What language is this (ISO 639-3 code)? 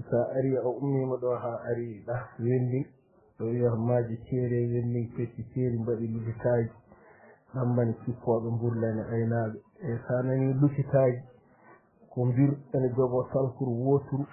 ful